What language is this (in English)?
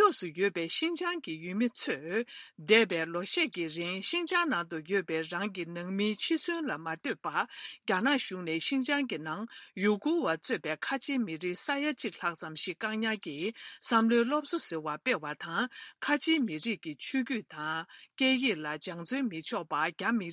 Tibetan